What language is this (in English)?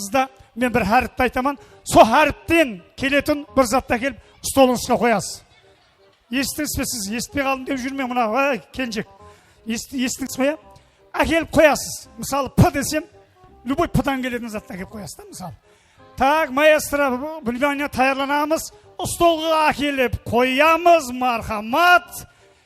Kara-Kalpak